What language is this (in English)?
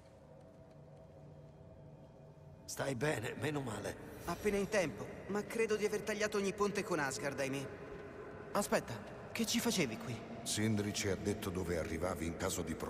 Italian